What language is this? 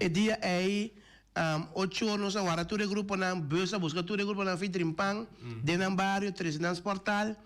Papiamento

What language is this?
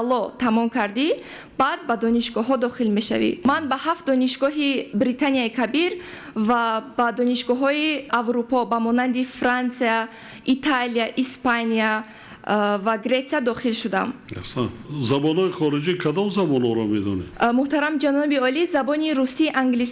Tajik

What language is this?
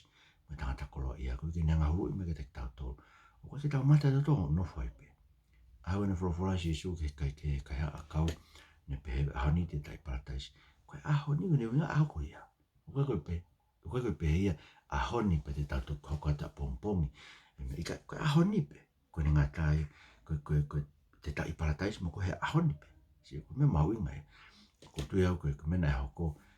Tongan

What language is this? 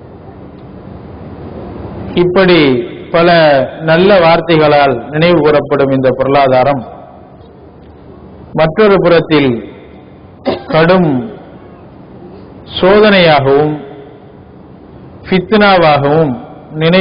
Tamil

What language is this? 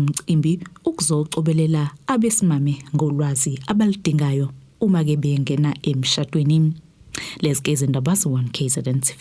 Zulu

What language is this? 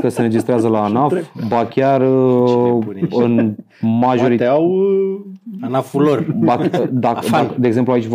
Romanian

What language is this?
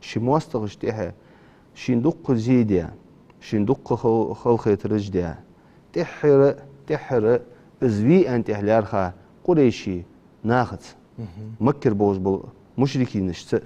Ingush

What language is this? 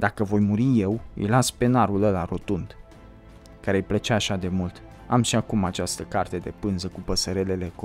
Romanian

